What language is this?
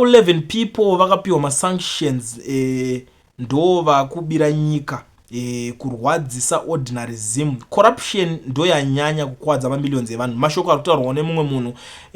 Shona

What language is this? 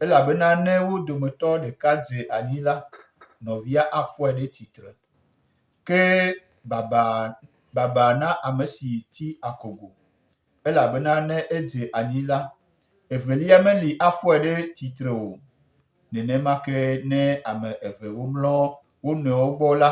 Gen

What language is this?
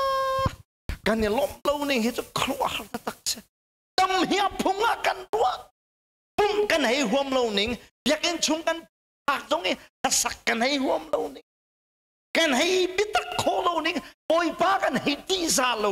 Hakha Chin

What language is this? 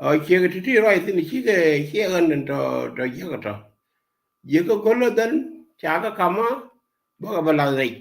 Nuer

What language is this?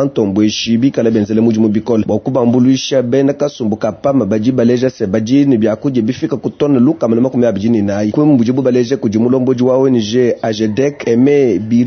Luba-Lulua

